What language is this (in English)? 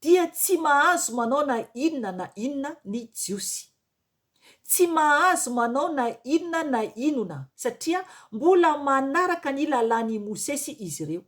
Malagasy